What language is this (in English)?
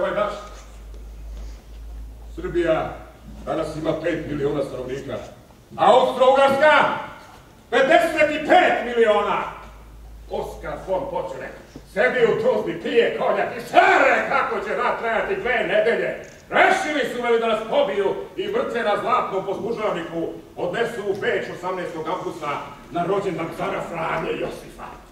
Serbian